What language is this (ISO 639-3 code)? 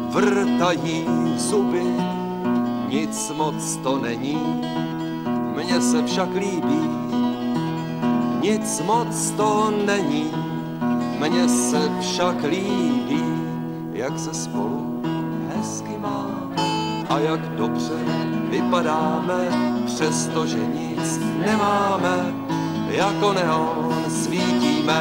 ces